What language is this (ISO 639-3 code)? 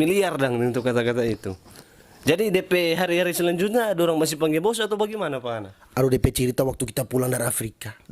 xmm